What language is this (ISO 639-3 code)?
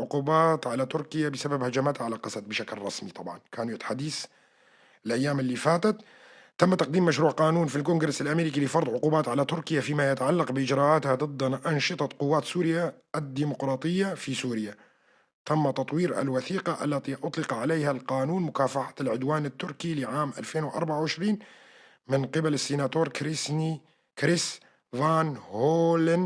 apc